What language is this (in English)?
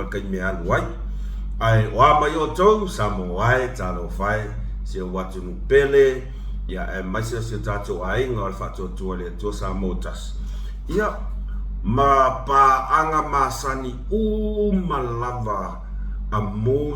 Samoan